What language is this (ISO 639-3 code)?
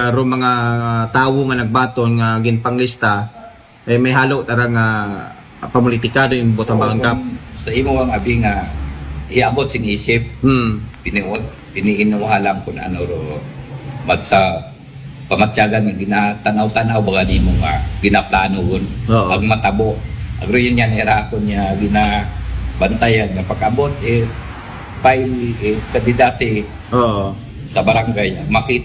akl